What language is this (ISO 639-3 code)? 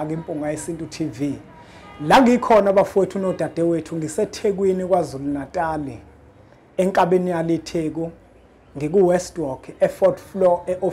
zul